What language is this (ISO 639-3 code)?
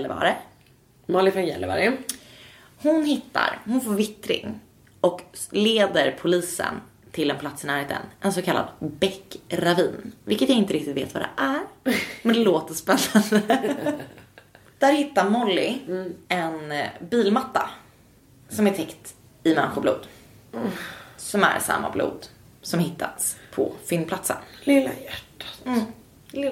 swe